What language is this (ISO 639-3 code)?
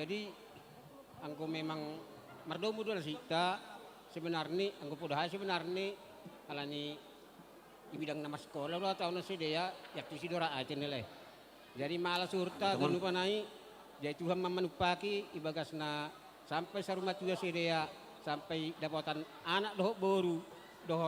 bts